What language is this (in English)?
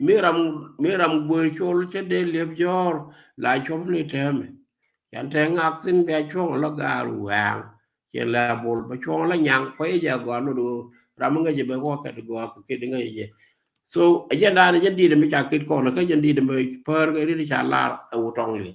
Nuer